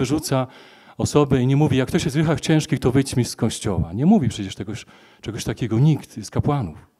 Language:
Polish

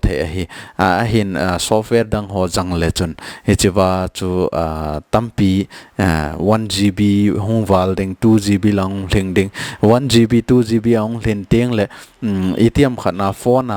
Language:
Thado Chin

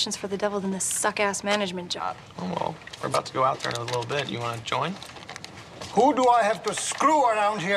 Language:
English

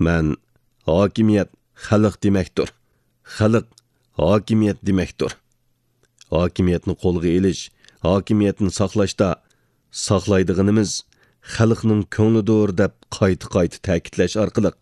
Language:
Uyghur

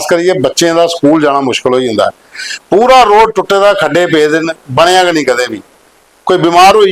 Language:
Dogri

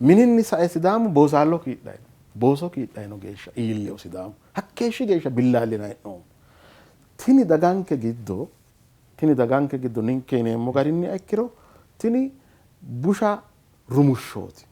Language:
Sidamo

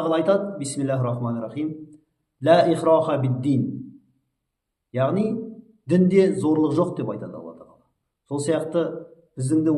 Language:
Kazakh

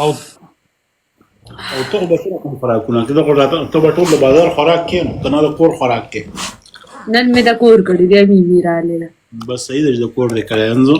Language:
Pashto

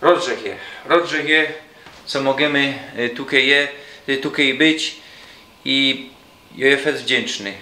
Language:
Silesian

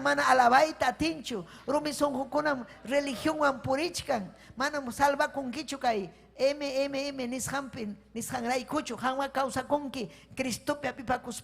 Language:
Ayacucho Quechua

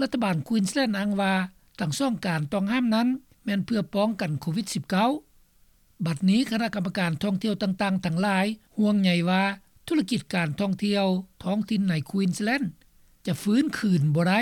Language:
Lao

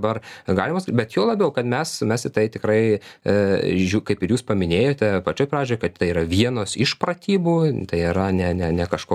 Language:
Lithuanian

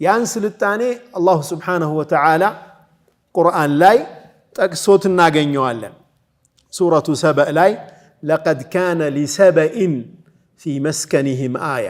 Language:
Amharic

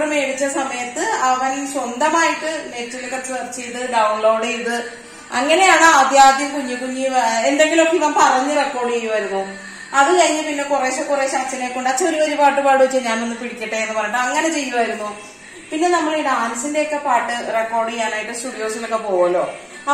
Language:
Malayalam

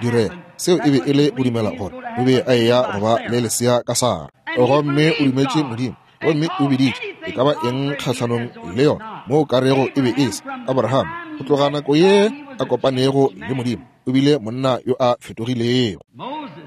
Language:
Northern Sotho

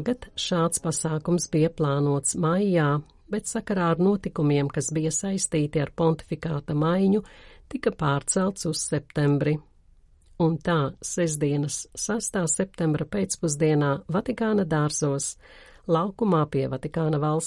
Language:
Latvian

